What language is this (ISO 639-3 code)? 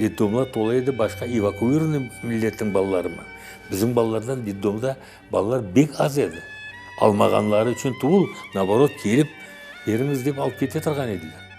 crh